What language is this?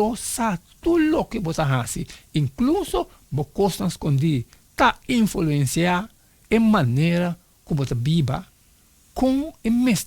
Papiamento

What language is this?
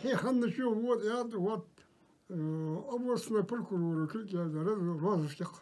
Ingush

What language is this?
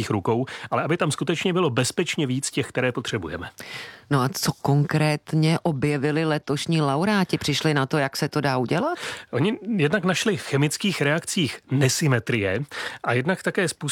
Czech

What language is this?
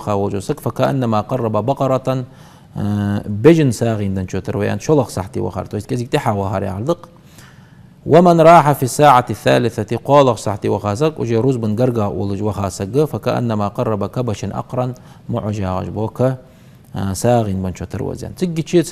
Ingush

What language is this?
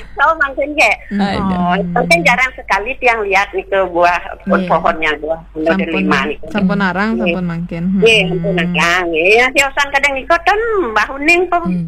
Balinese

